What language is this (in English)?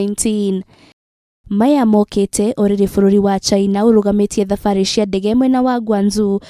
Kikuyu